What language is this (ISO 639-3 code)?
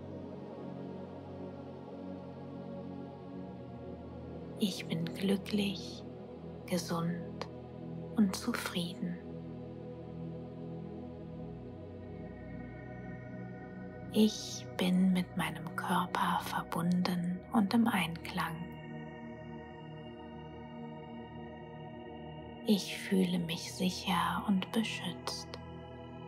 deu